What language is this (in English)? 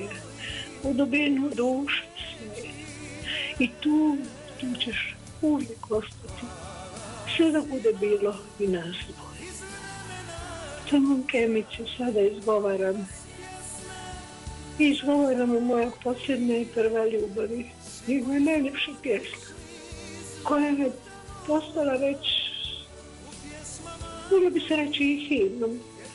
Bosnian